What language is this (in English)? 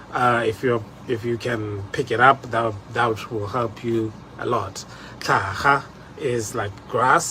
Tswana